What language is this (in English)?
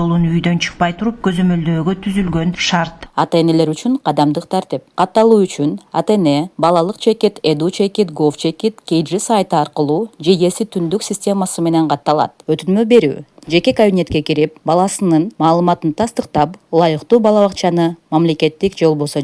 Kyrgyz